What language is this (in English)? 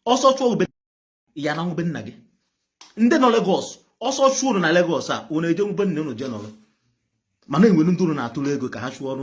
Igbo